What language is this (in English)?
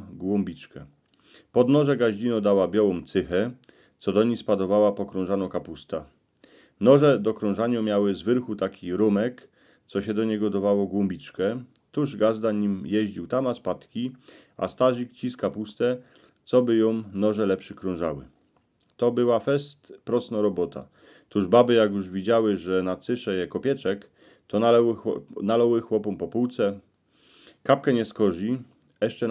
Silesian